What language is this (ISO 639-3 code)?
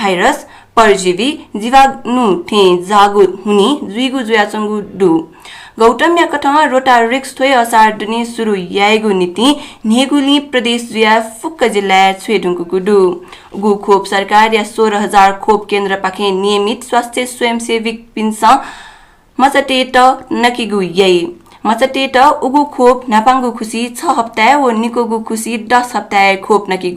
new